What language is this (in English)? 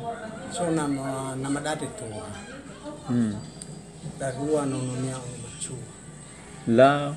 Nias